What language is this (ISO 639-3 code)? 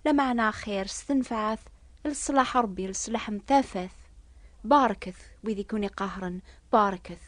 kab